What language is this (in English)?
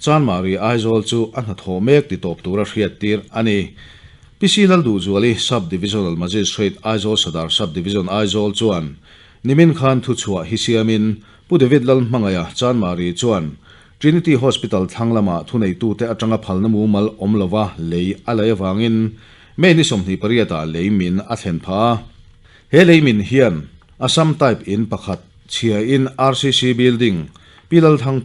Mizo